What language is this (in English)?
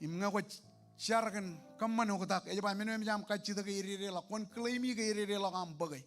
Marshallese